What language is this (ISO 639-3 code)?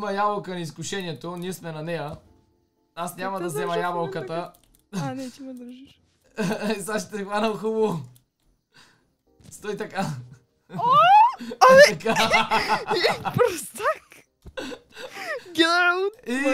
bul